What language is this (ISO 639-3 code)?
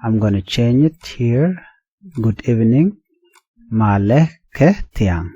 nus